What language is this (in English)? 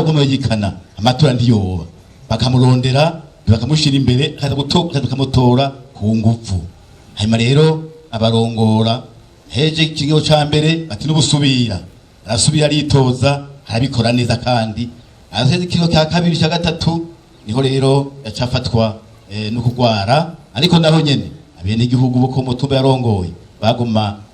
Rundi